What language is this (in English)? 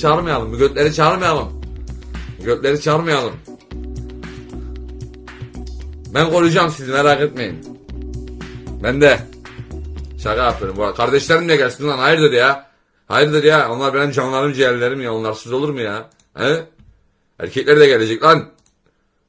Turkish